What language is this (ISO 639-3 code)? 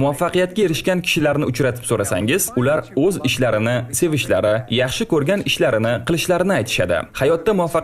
uzb